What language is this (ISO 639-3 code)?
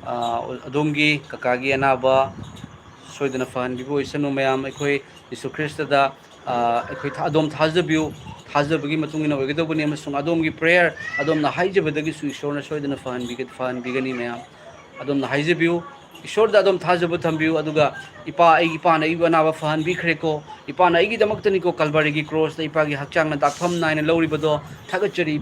mni